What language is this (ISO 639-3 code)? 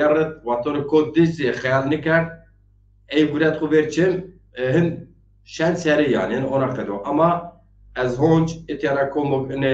zza